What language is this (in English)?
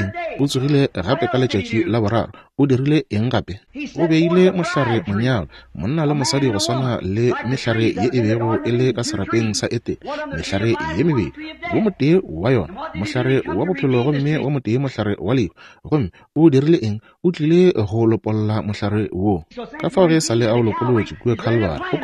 Northern Sotho